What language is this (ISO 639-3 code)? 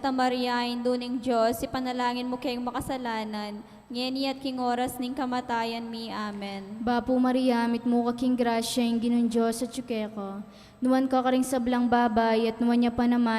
pam